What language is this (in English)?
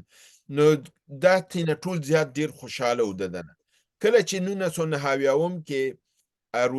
Pashto